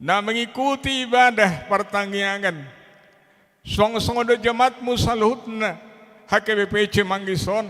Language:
Batak Toba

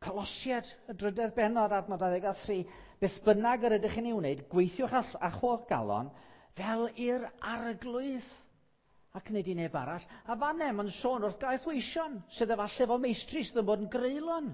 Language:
Welsh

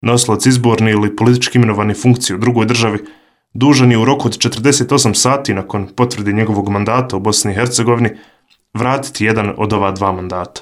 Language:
Bosnian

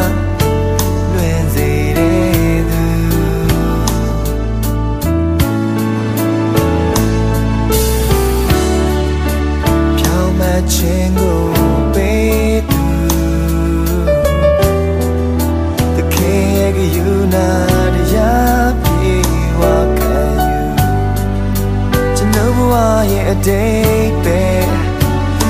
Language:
Burmese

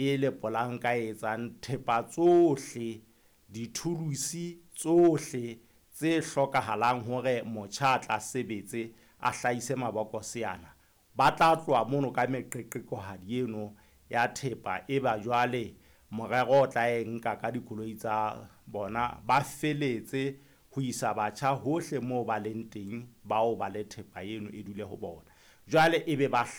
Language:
Southern Sotho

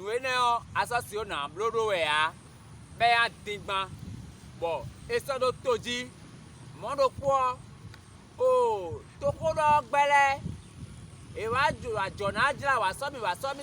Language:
Fon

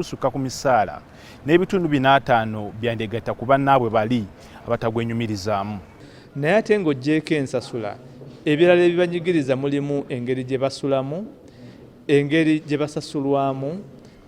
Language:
Ganda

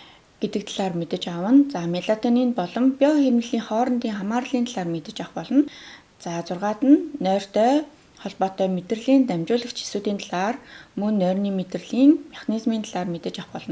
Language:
Mongolian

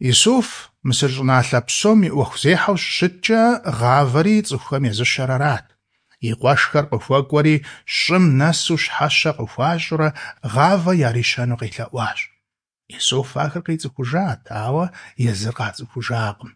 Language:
Kabardian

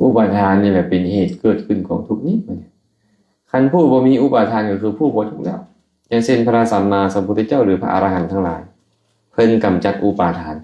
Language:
Lao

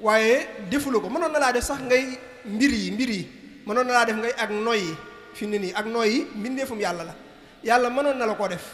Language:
Wolof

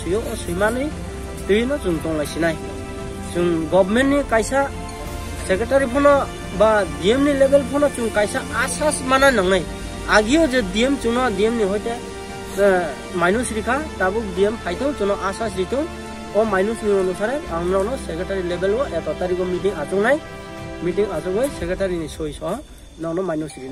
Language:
Kok Borok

